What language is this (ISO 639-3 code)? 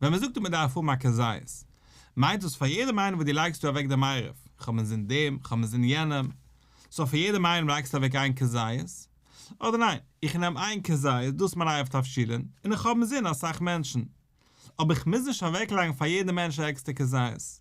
yid